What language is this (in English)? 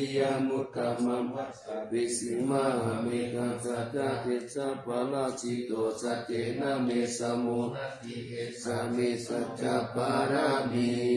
Pali